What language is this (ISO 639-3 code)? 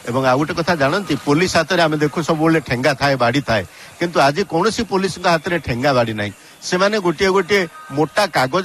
ori